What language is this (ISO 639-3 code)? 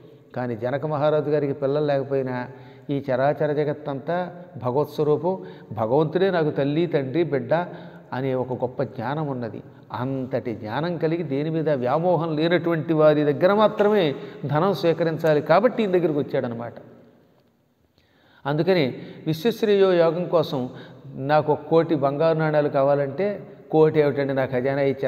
tel